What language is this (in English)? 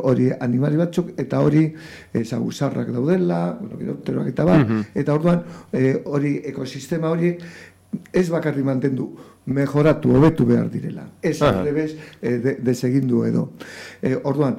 Basque